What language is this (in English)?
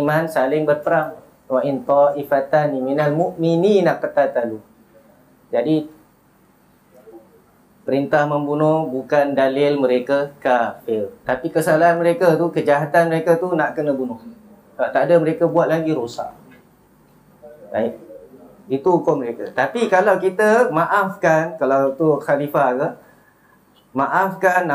Malay